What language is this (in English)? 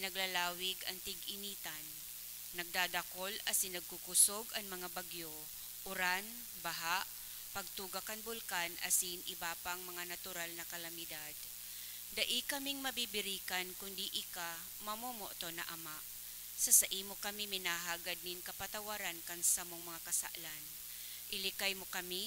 Bikol